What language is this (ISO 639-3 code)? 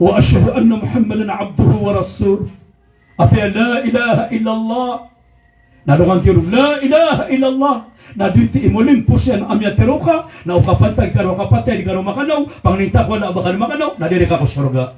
mrw